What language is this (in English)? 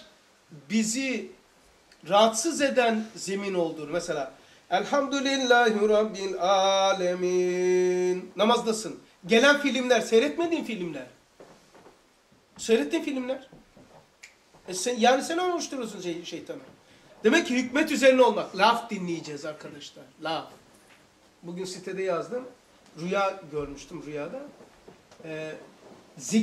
Turkish